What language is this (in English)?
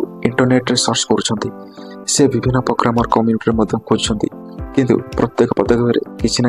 Odia